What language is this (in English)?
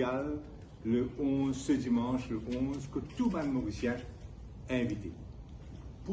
Morisyen